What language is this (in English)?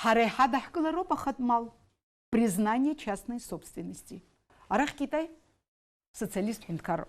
Abkhazian